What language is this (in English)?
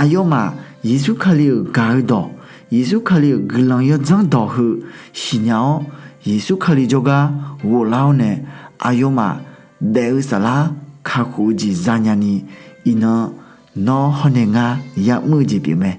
Akha